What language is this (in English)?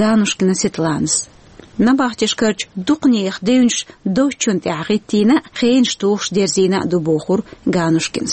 Chechen